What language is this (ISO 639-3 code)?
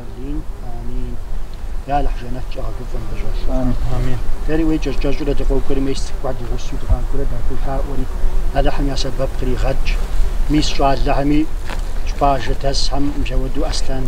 kbd